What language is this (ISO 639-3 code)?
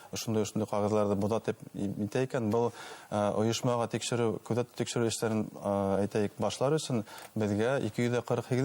bak